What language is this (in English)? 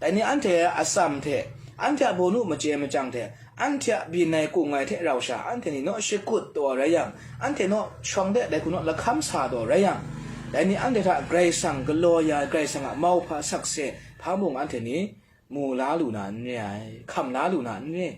Kachin